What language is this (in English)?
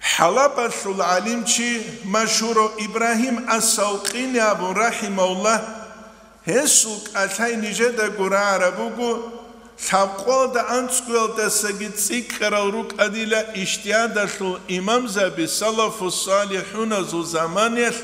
Avaric